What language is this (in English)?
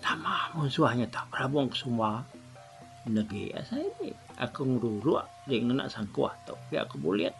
Iban